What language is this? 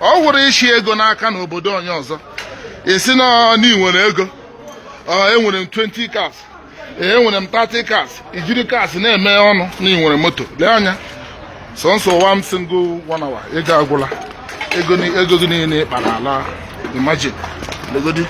Igbo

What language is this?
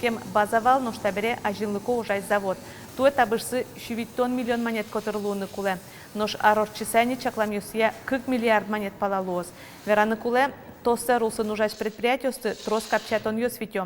Udmurt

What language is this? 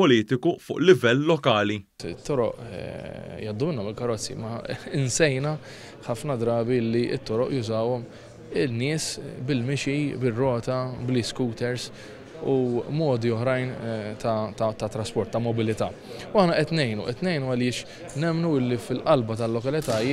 Maltese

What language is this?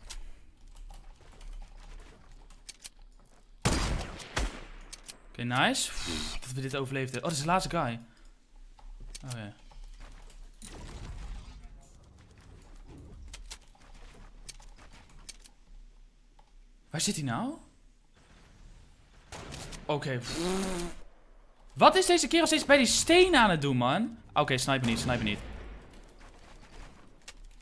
Dutch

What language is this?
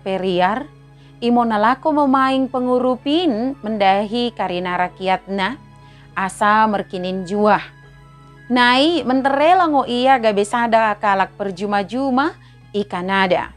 Batak Dairi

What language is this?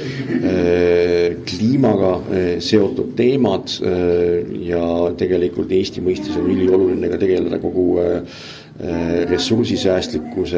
Estonian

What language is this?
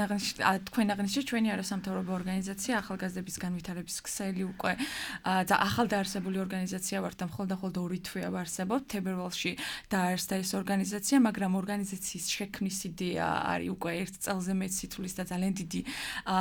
Georgian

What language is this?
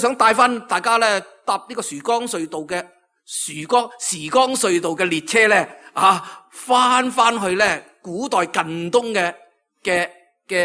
Cantonese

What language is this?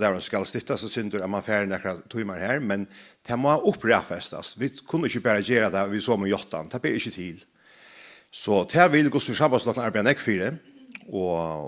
Faroese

